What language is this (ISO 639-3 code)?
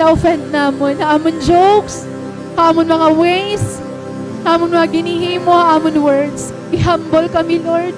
war